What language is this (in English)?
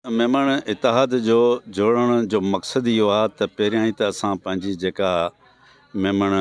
Sindhi